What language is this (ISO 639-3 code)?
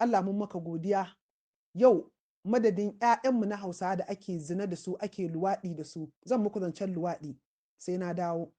hau